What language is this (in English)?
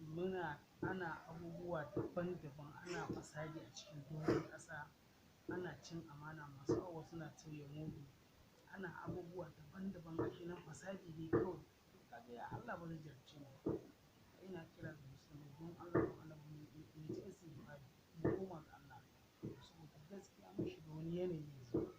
Hausa